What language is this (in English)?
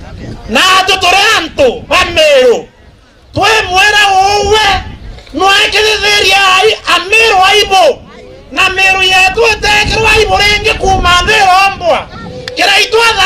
Meru